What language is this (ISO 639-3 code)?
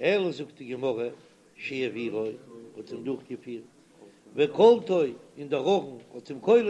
yid